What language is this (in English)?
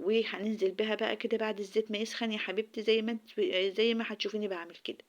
Egyptian Arabic